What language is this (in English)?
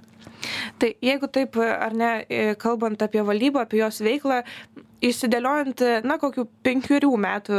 Lithuanian